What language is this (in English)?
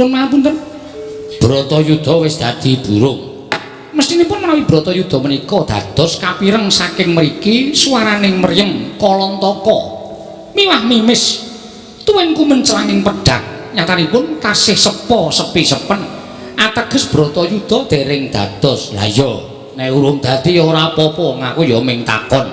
Javanese